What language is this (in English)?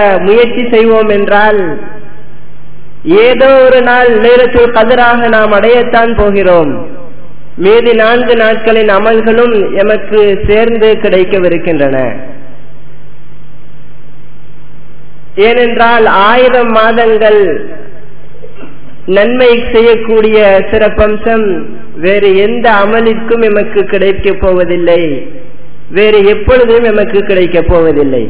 Tamil